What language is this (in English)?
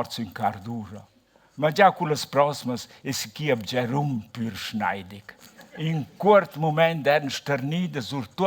Romansh